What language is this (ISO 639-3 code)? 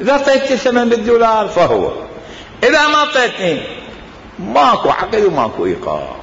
acm